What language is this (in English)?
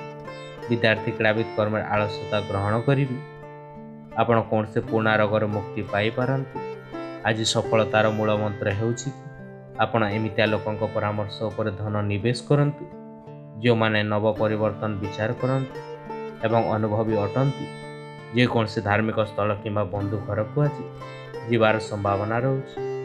Odia